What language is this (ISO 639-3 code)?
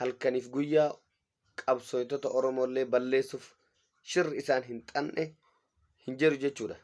orm